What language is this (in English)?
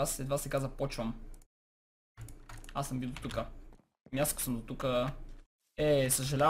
Bulgarian